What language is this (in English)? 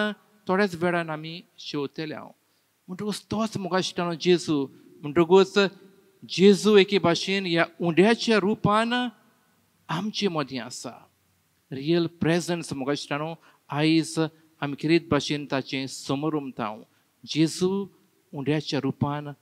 Konkani